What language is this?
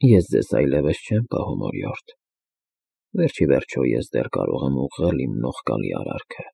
Armenian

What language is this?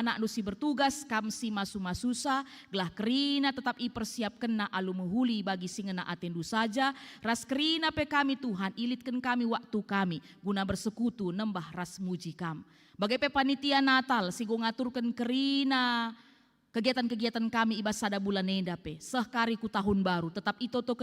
Batak Karo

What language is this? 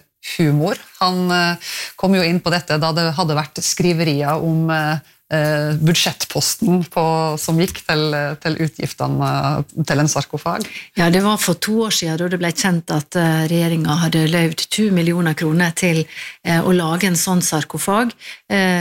Norwegian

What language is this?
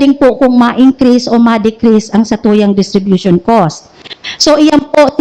Bikol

